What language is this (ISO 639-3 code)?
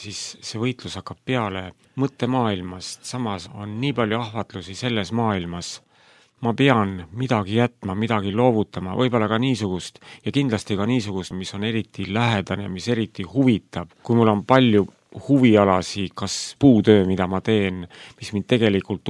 est